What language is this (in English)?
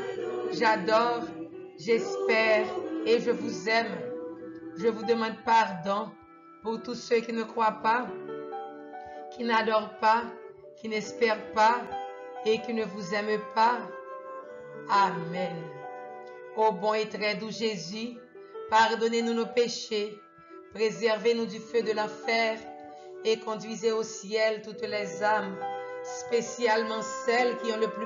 French